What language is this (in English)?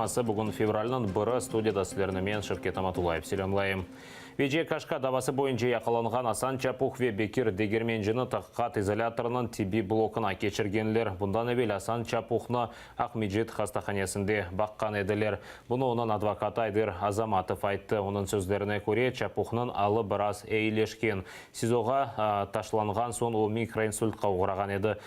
Crimean Tatar